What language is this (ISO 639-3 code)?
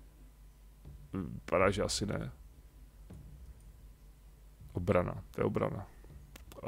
ces